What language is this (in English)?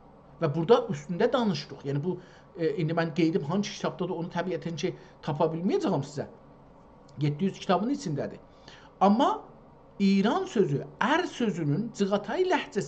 South Azerbaijani